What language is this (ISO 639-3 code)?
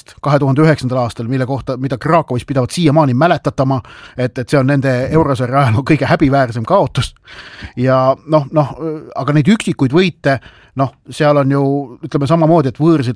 est